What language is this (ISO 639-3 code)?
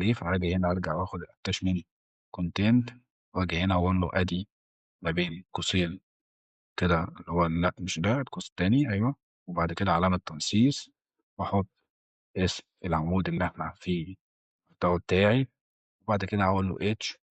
arz